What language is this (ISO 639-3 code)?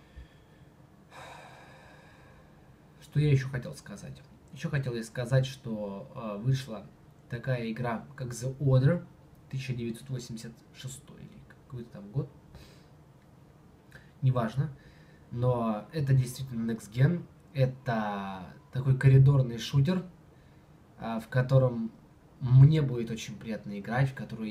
rus